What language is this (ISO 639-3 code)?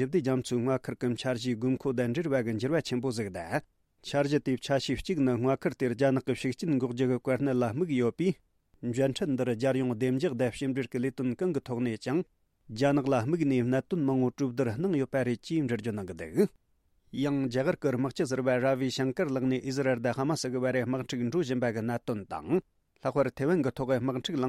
bod